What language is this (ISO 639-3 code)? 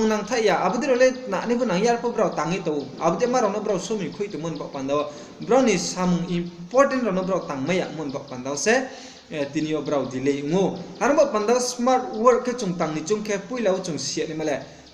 ria